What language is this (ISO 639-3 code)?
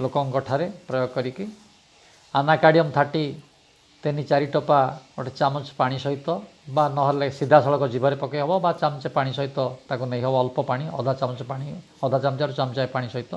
ori